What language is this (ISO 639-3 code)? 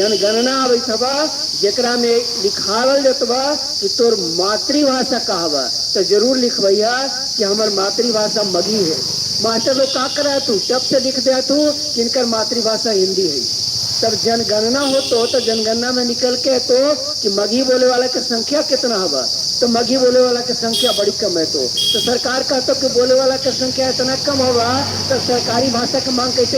mag